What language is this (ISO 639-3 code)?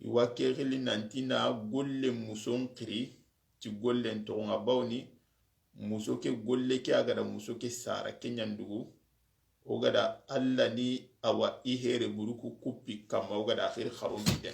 snk